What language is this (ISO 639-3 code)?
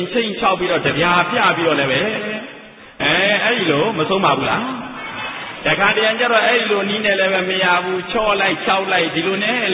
mya